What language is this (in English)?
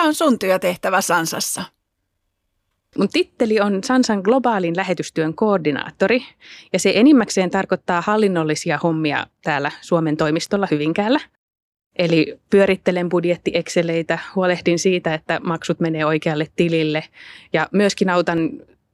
Finnish